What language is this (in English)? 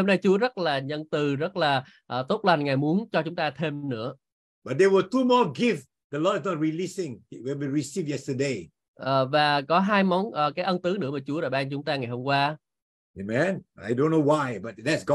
Vietnamese